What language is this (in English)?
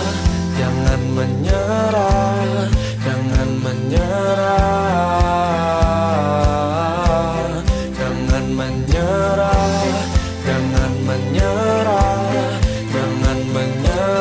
Indonesian